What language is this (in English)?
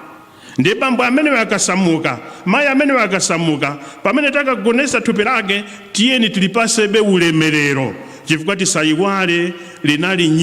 Nyanja